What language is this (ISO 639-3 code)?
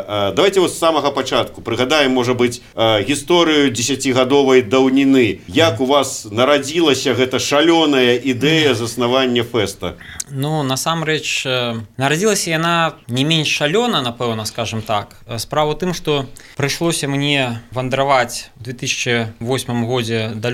bel